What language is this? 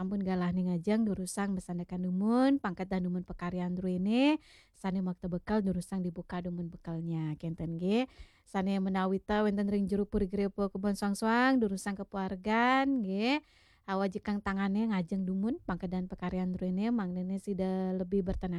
Balinese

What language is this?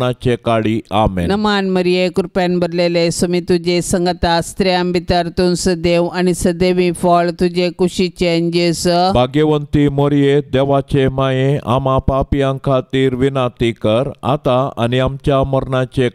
Konkani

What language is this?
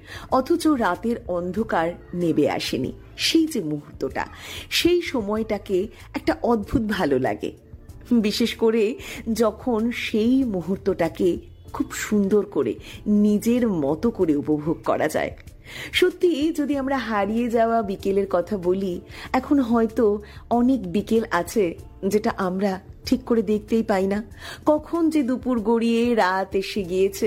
Bangla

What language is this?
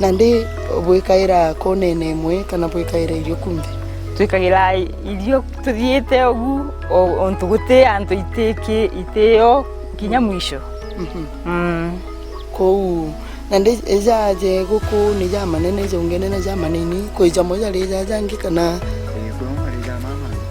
Meru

